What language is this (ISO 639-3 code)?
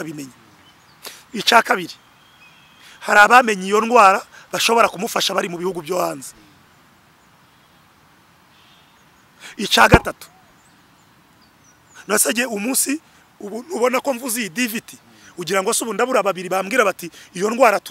kin